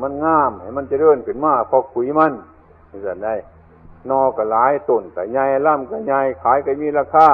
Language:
Northeastern Thai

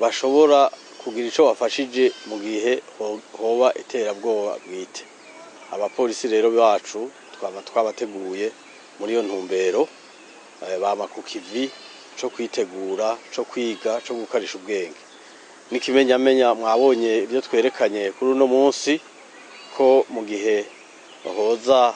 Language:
Rundi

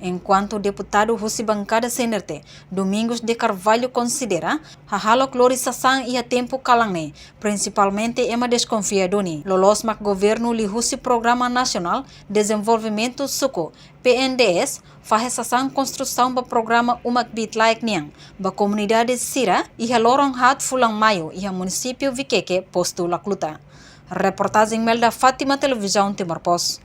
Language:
Tetum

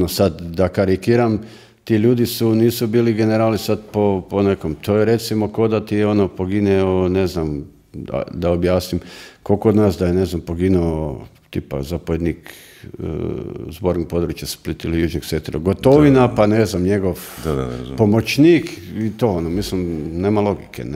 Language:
Croatian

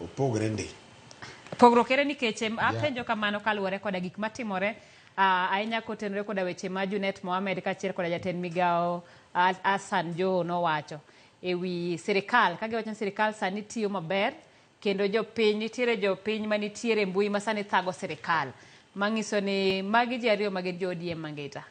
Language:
Luo (Kenya and Tanzania)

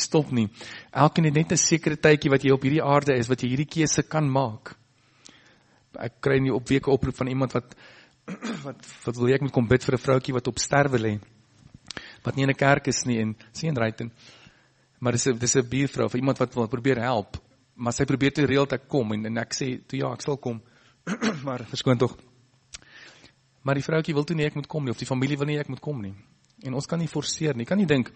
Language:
Afrikaans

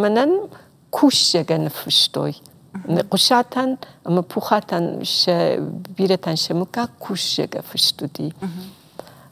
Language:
Ossetic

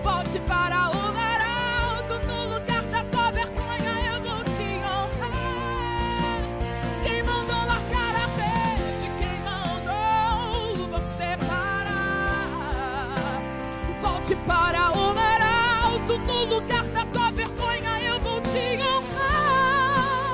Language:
Portuguese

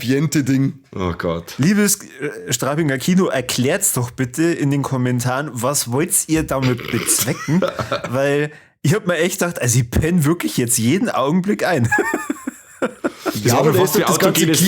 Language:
Bavarian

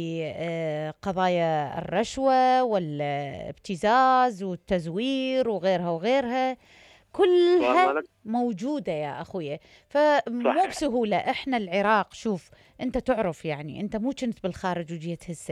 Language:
Mesopotamian Arabic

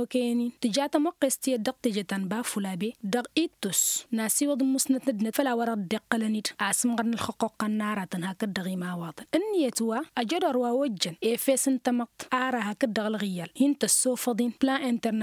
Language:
Tamasheq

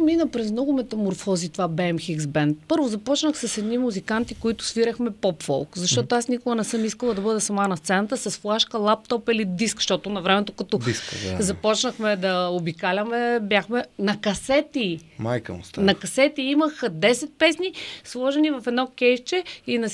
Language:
Bulgarian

